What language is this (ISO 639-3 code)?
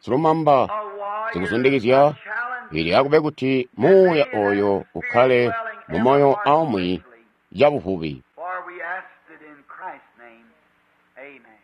toi